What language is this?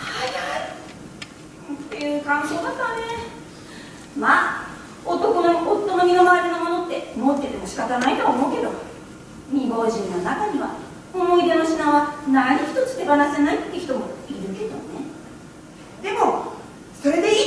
Japanese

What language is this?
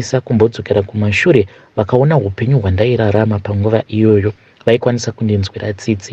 Shona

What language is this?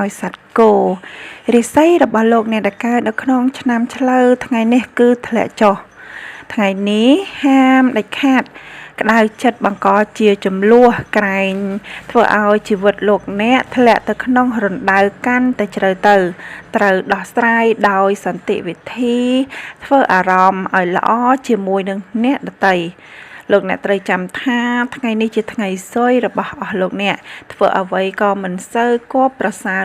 Khmer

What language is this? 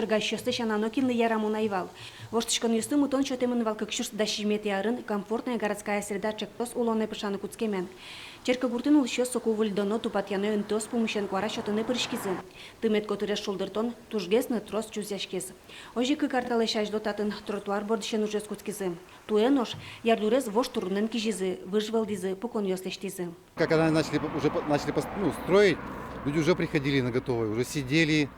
Udmurt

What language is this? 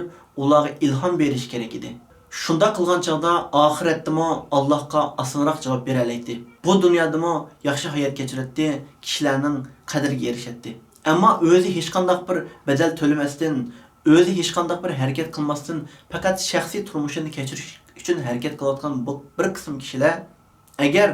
Uyghur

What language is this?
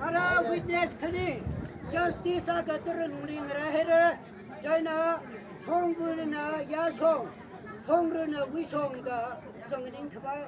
Tangkhul Naga (India)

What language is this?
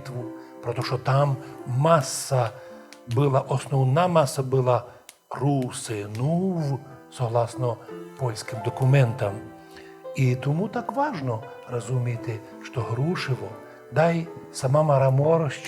Rusyn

